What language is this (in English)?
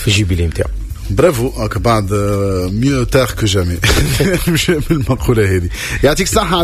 Tunisian Arabic